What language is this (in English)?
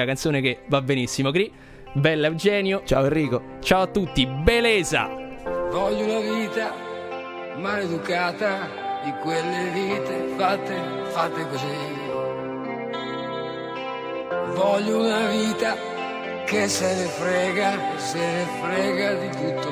Italian